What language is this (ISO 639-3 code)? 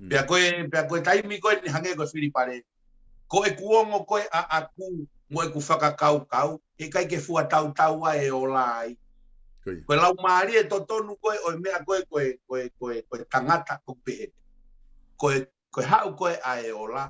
ton